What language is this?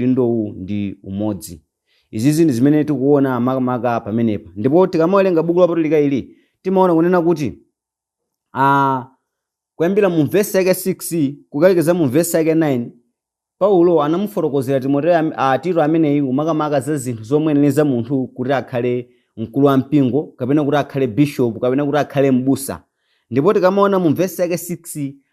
Nyanja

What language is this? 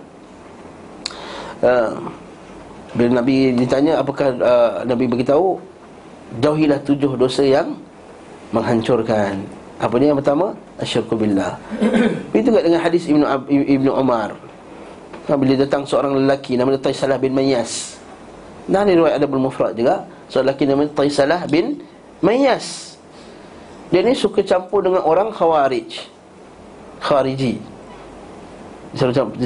Malay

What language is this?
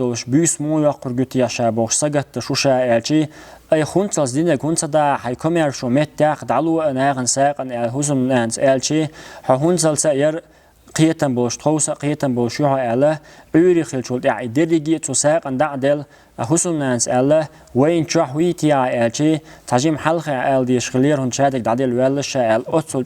Chechen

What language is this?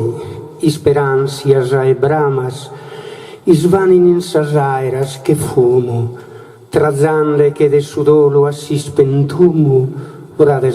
Sardinian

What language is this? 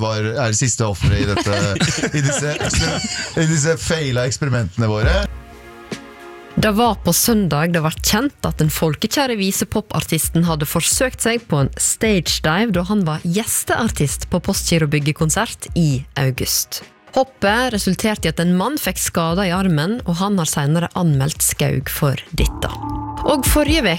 Norwegian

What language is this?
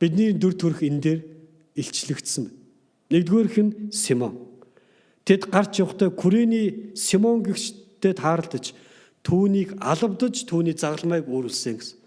Mongolian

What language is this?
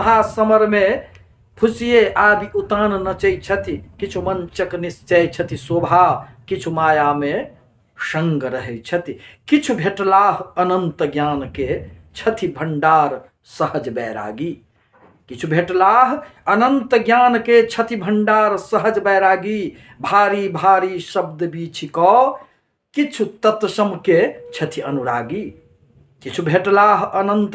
Maithili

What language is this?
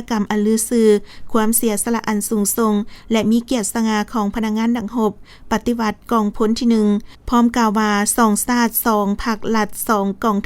Lao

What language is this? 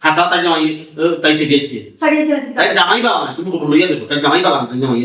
Sylheti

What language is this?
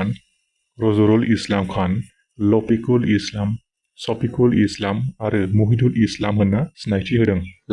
Bodo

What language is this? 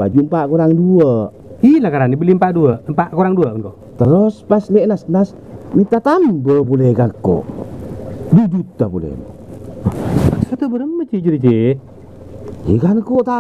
Madurese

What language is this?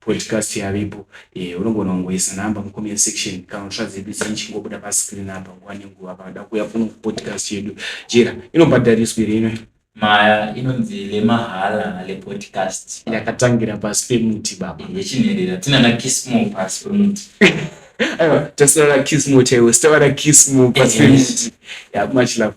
Shona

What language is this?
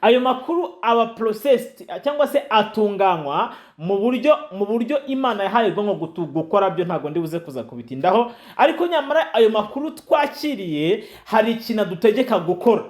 Kinyarwanda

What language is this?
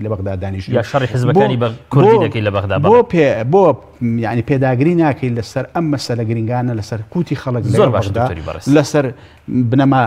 Central Kurdish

